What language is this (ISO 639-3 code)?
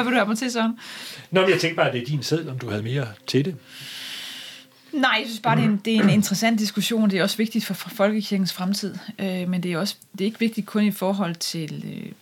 dan